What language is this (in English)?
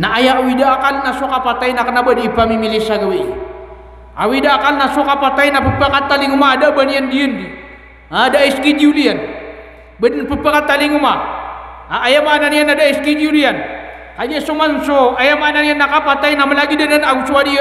Maranao